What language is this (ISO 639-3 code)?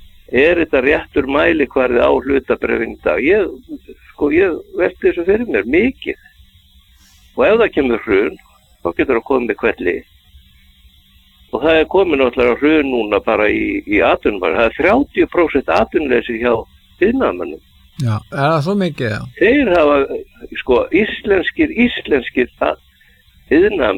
isl